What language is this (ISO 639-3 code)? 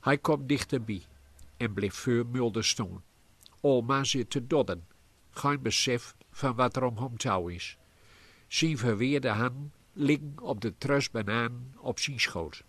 gos